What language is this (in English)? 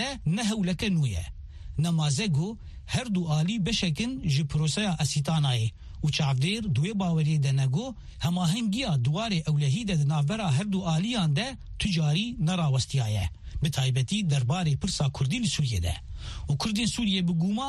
Kurdish